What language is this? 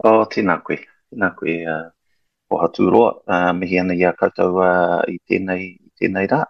Māori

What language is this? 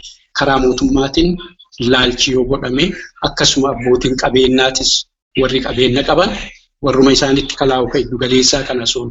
Oromo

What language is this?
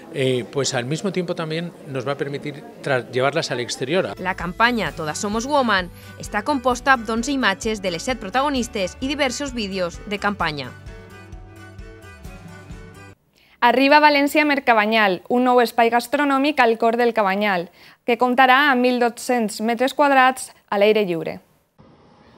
Catalan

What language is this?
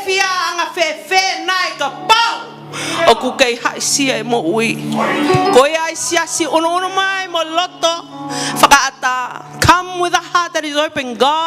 Tongan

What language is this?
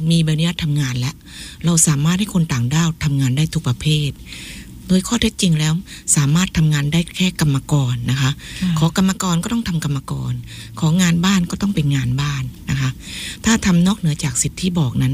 Thai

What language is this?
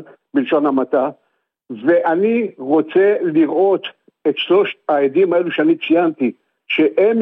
Hebrew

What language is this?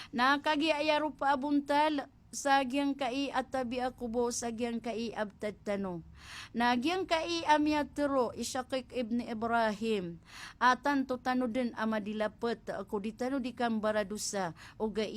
Maranao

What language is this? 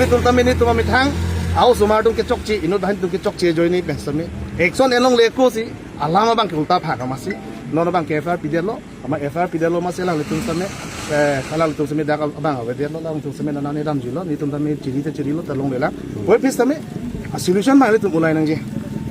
Karbi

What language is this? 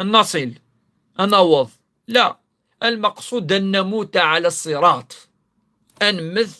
Kabyle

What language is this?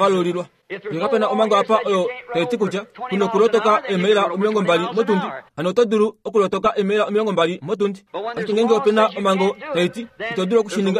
Kuanyama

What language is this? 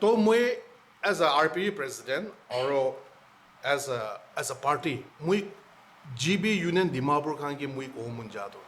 Naga Pidgin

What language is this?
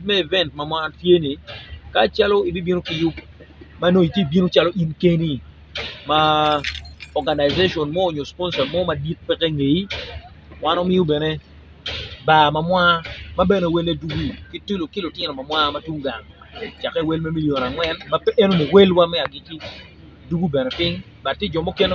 Acoli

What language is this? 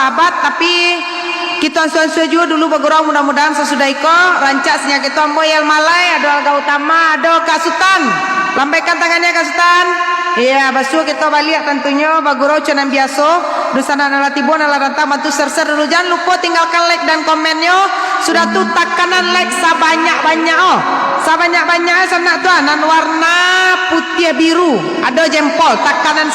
Minangkabau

